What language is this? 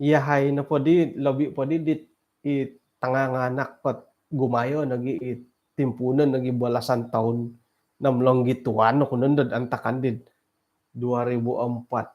Central Dusun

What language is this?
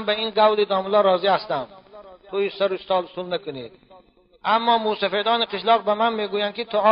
Tajik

